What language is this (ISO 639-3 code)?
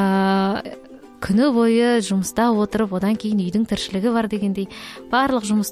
kaz